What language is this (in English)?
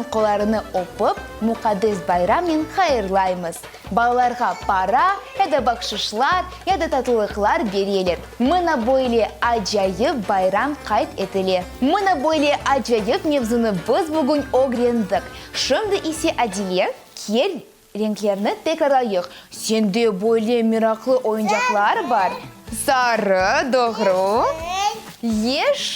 Crimean Tatar